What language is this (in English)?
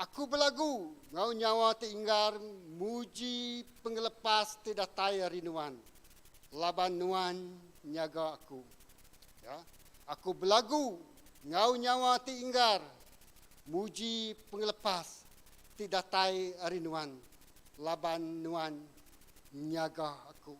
Iban